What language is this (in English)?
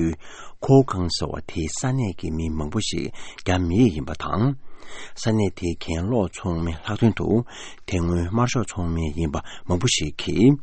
Tibetan